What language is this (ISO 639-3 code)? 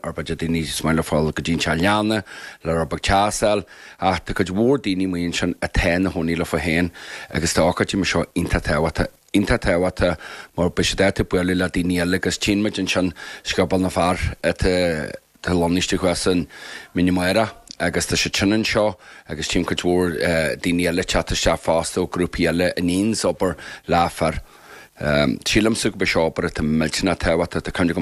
gle